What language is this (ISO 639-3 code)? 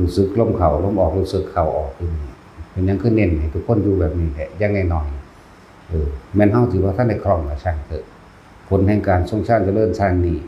tts